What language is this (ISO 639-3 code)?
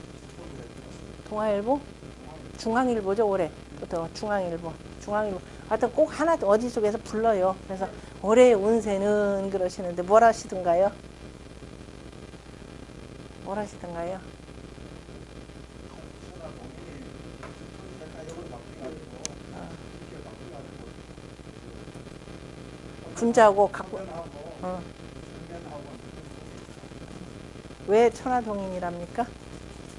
kor